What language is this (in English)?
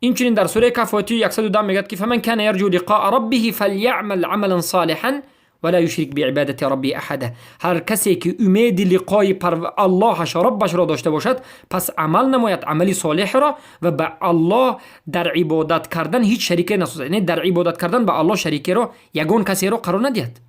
Persian